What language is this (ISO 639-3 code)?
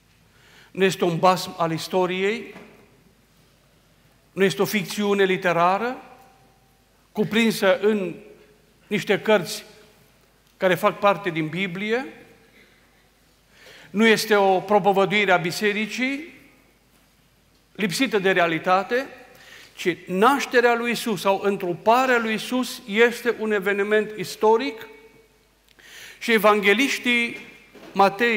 ron